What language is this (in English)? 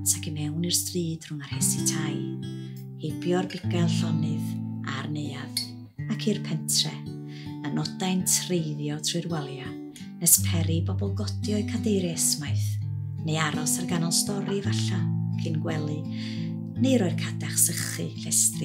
Welsh